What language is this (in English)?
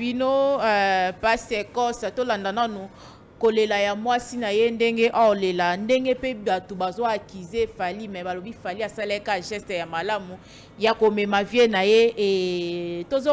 Lingala